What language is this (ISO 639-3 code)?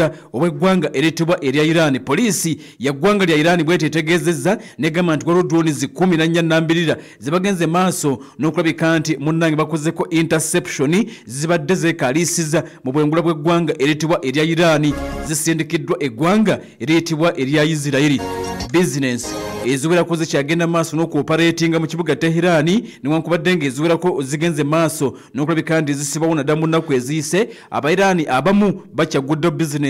lug